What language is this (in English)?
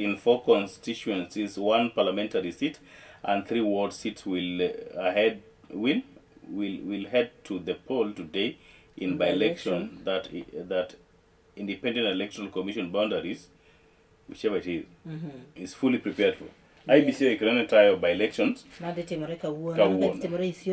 Luo (Kenya and Tanzania)